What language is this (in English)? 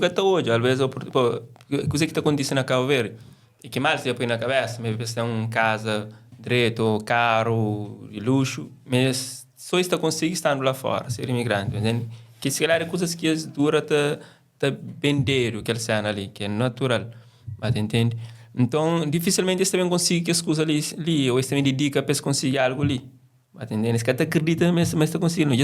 Kabuverdianu